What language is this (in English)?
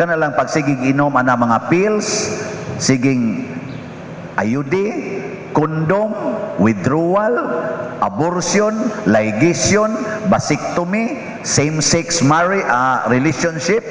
Cebuano